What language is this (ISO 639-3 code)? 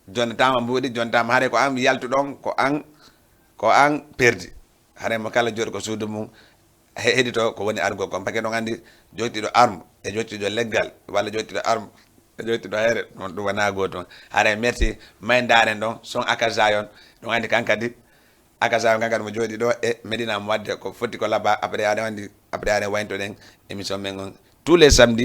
ful